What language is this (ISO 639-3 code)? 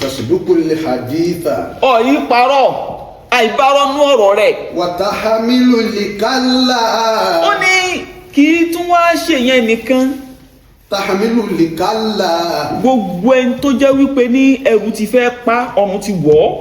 yor